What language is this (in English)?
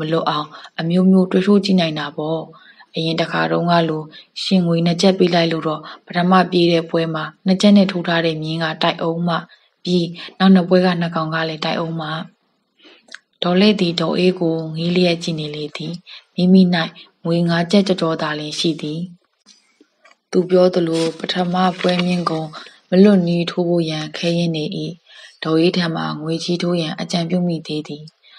Burmese